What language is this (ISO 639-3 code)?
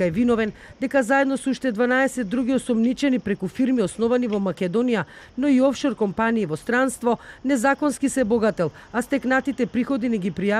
mkd